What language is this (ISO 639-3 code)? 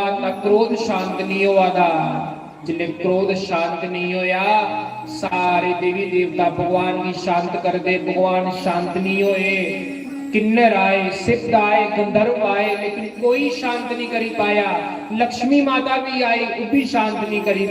doi